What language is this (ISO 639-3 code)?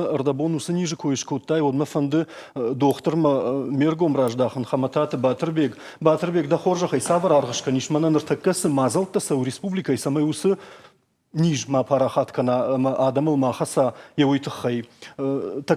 oss